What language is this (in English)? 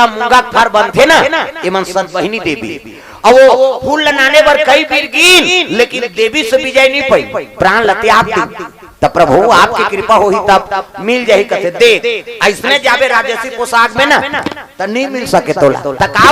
Chhattisgarhi